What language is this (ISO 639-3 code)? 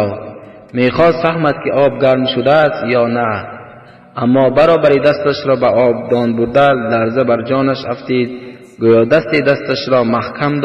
tgk